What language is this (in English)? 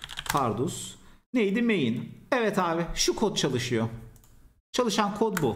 Turkish